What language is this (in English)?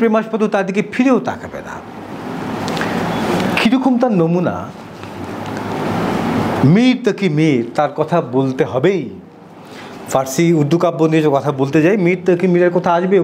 Bangla